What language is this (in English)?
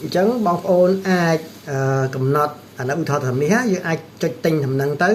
Khmer